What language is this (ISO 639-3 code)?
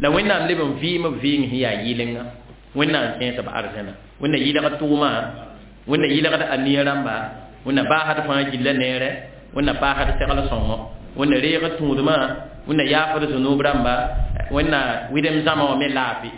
mos